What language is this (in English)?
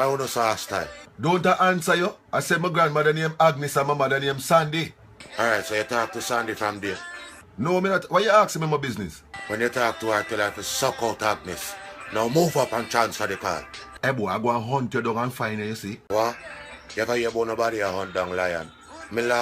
Jamaican Creole English